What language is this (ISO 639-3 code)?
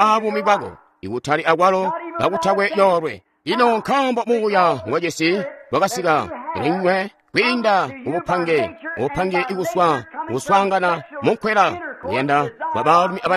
toi